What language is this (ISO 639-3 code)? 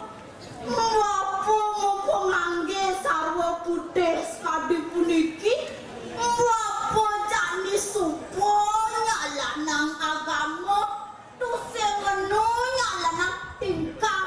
ban